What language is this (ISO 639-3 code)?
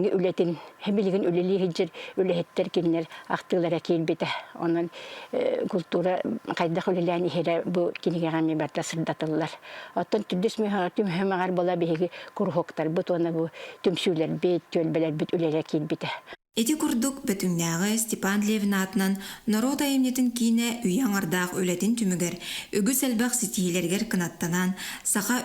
sah